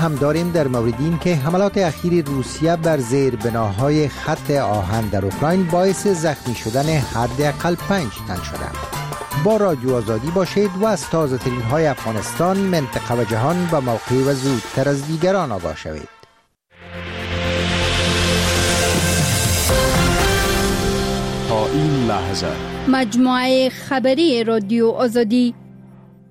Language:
Persian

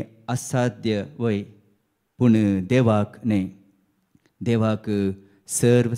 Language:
Konkani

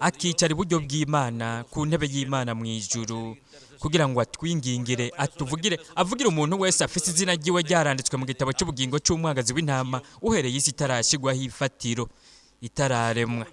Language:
Rundi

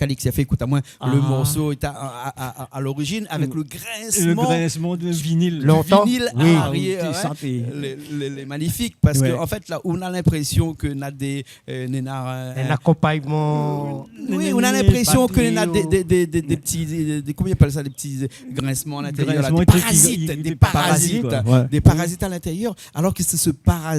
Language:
Réunion Creole French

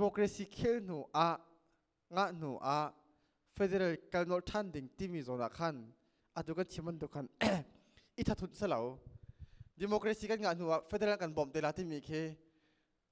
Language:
Hakha Chin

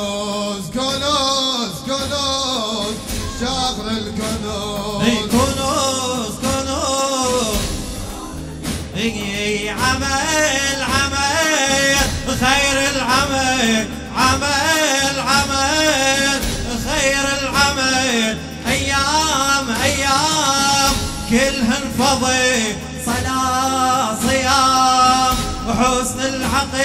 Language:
Arabic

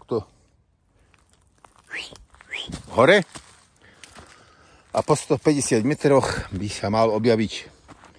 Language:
Slovak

